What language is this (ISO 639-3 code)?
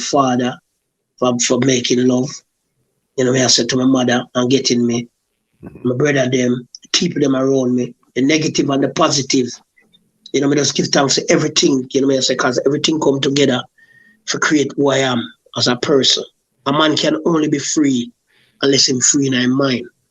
jam